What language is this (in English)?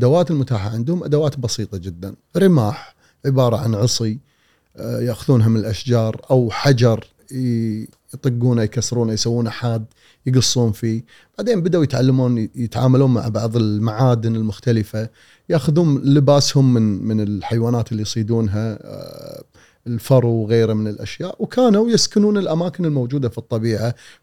Gulf Arabic